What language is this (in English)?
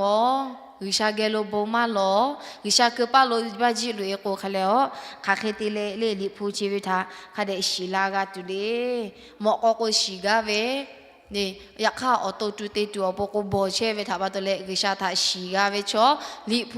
Lahu